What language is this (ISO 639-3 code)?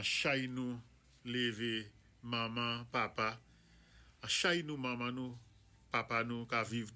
acf